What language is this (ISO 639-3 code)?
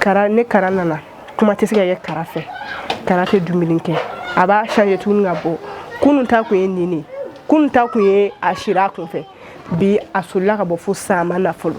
bam